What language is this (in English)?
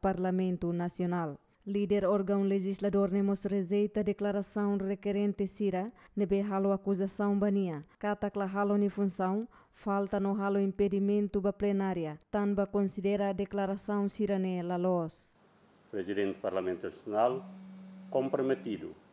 Tetum